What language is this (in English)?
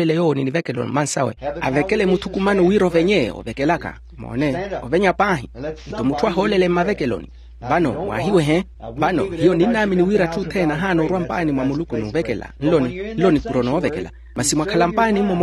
Makhuwa